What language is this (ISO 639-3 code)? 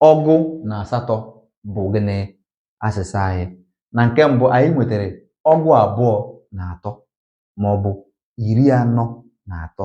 ibo